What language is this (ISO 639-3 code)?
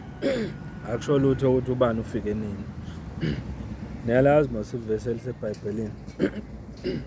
zul